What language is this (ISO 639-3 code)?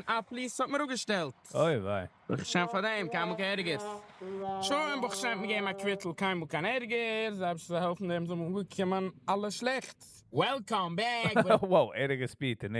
yid